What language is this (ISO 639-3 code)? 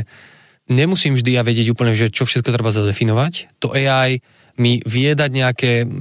slk